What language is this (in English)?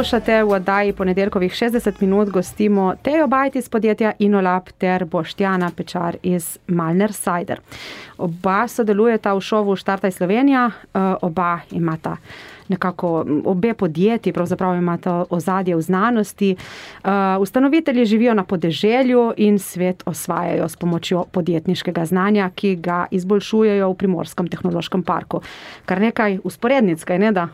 Slovenian